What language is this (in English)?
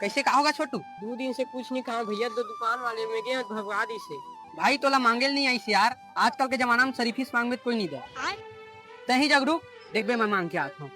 Chhattisgarhi